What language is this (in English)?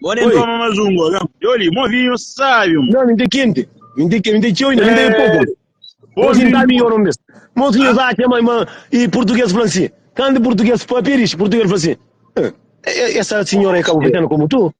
Kabuverdianu